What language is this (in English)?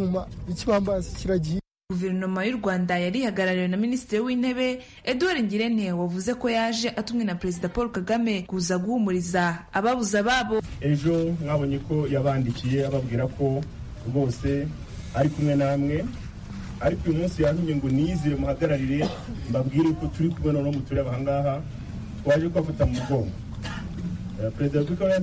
Kinyarwanda